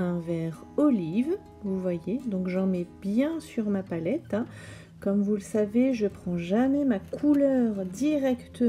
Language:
French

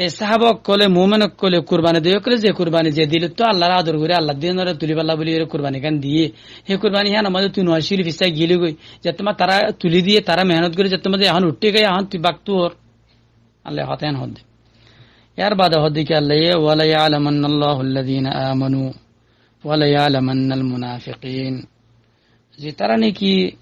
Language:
Rohingya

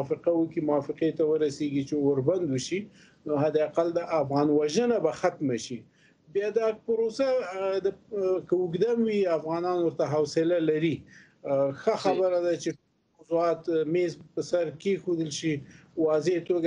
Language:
Pashto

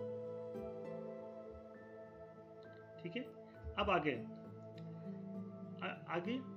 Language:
Hindi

